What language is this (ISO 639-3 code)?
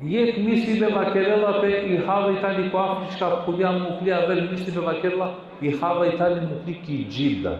rmn